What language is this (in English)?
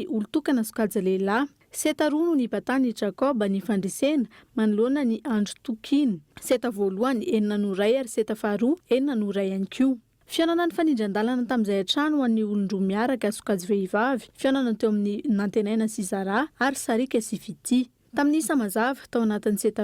Malagasy